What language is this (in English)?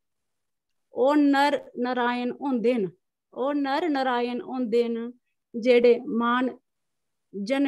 Dogri